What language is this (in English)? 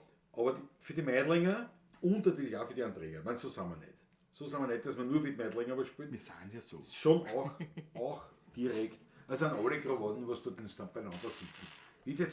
Bavarian